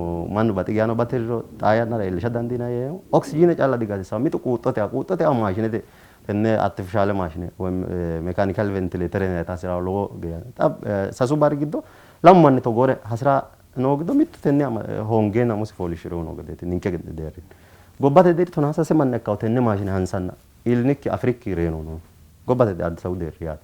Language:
Sidamo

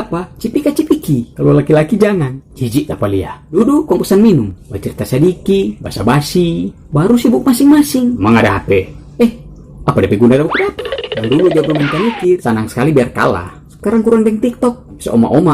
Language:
Manado Malay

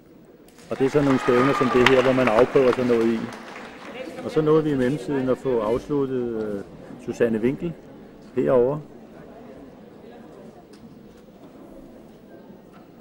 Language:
Danish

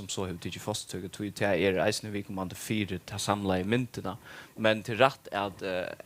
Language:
Faroese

